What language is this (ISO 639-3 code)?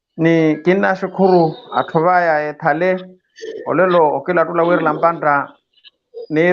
vmw